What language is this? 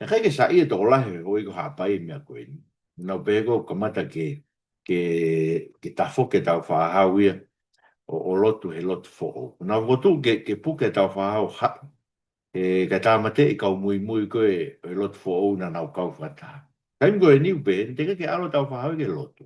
Tongan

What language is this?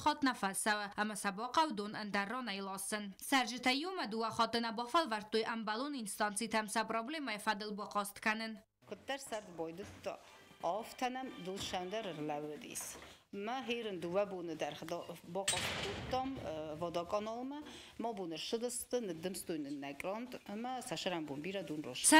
Ossetic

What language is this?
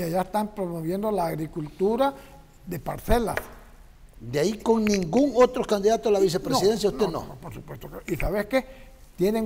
Spanish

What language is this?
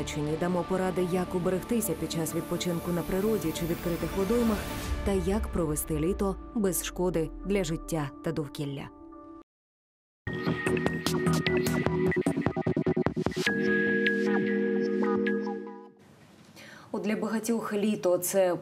Ukrainian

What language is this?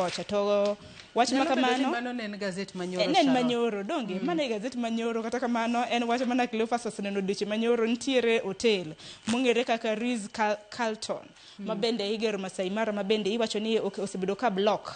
Luo (Kenya and Tanzania)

